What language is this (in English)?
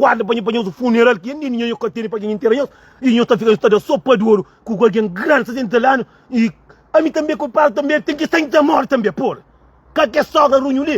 Kabuverdianu